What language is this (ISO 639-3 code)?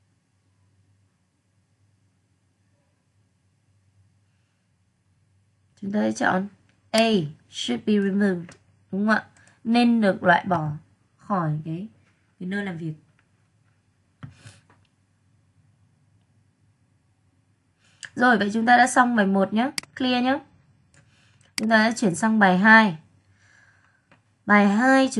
vie